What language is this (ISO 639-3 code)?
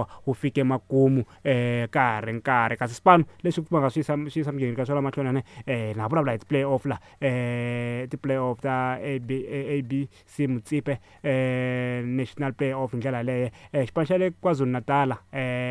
tso